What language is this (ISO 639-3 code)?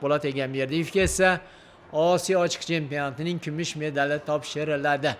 uzb